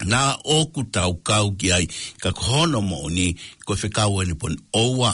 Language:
Tongan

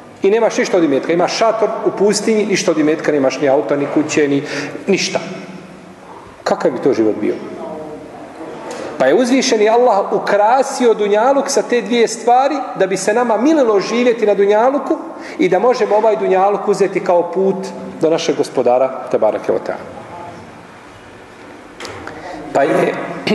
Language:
Bosnian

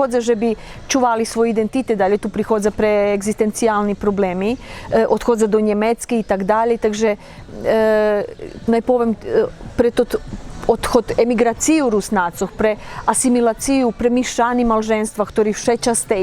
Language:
Rusyn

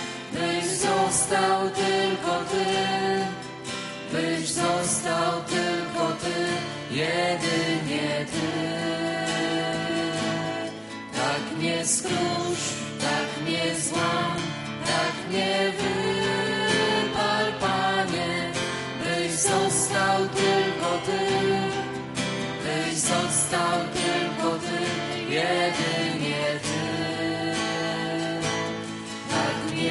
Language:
Polish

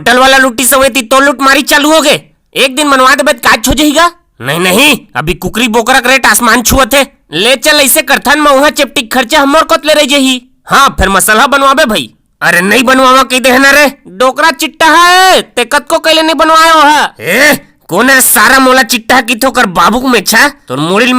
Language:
Chhattisgarhi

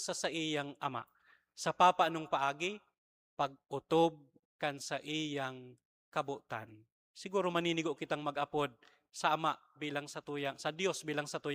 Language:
Bikol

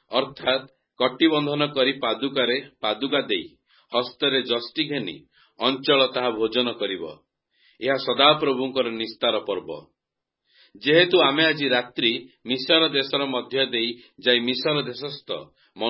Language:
Odia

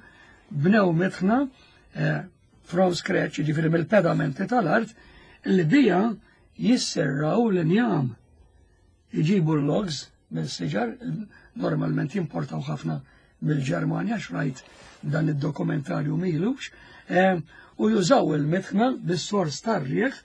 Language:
Maltese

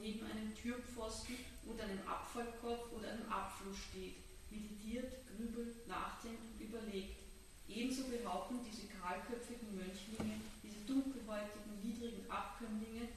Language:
German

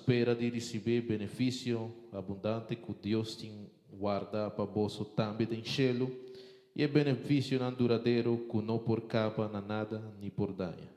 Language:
Papiamento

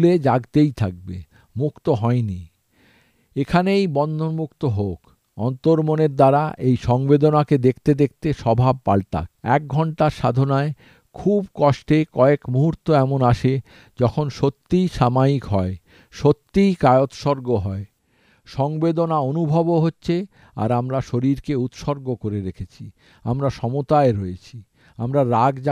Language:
Bangla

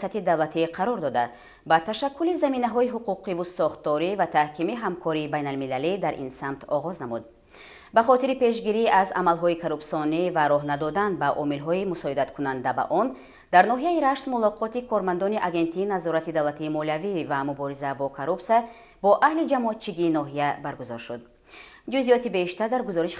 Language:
Tajik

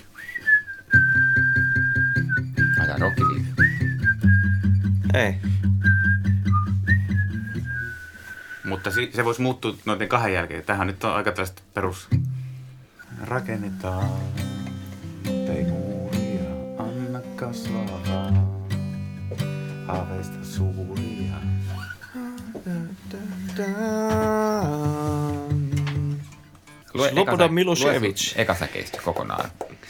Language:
Finnish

